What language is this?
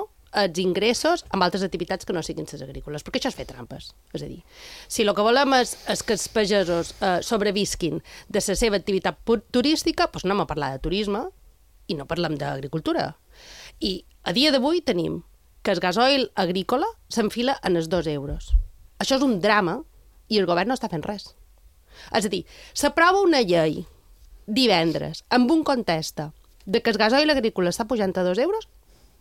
Catalan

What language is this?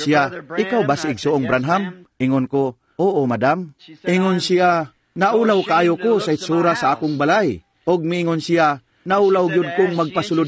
Cebuano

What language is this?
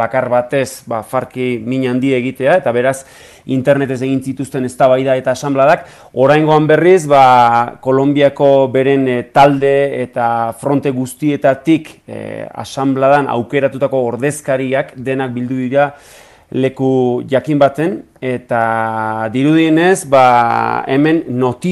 Basque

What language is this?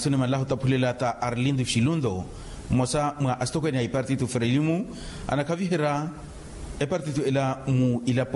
Makhuwa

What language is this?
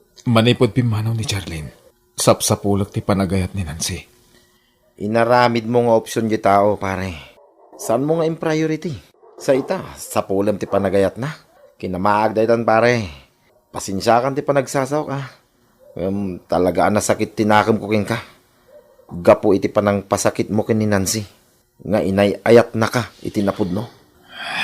Iloko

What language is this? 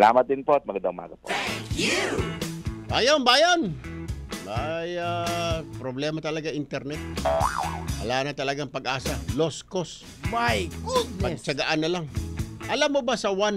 Filipino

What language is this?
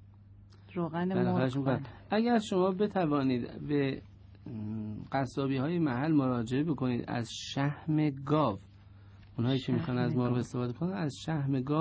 Persian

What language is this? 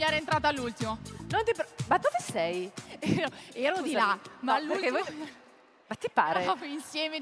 Italian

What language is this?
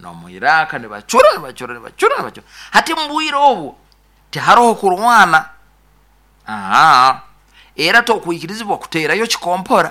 Nyoro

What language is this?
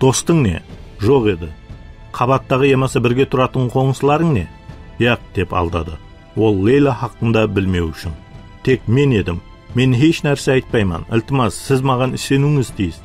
Kara-Kalpak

